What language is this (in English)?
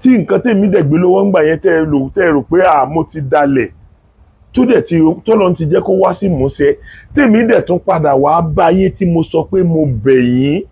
Yoruba